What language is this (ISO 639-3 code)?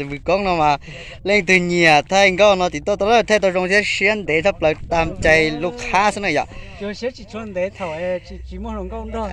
hmn